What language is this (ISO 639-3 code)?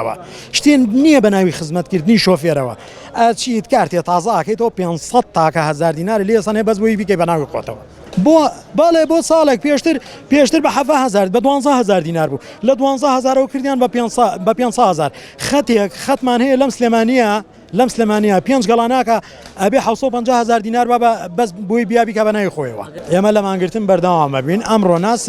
ckb